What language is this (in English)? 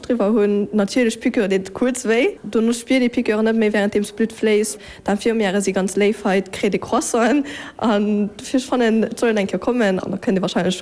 Luxembourgish